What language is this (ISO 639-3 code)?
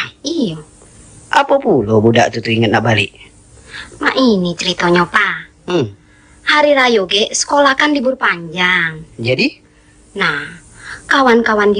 min